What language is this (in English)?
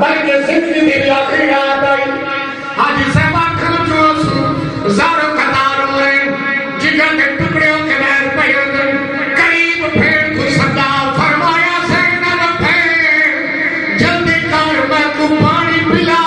Saraiki